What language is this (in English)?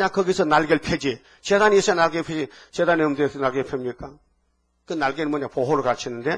Korean